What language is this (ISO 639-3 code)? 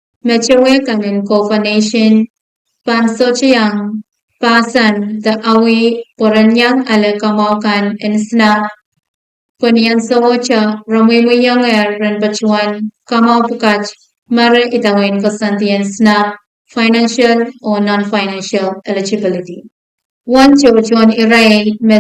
pon